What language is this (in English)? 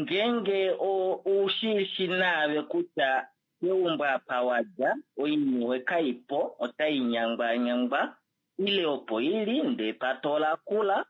Kuanyama